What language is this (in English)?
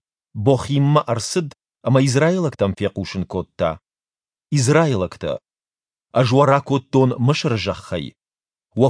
Ossetic